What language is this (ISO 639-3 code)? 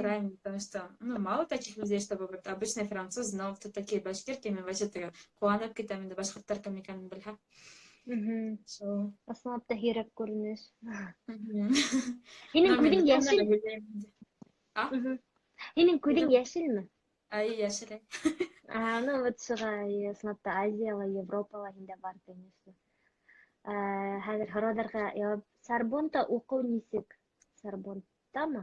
bak